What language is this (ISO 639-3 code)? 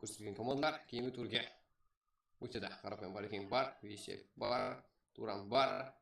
kaa